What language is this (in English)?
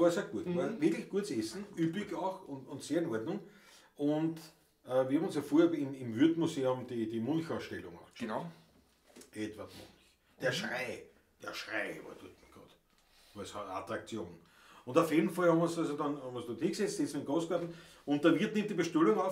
Bavarian